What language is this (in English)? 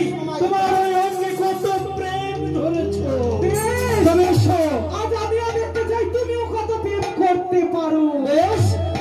Bangla